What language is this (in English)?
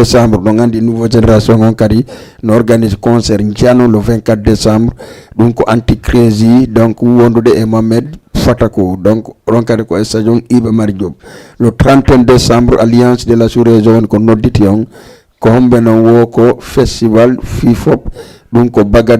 Fula